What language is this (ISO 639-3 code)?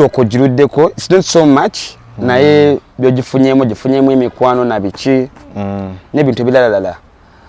lug